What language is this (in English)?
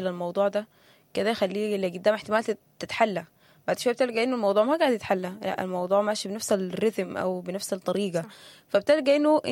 Sudanese Arabic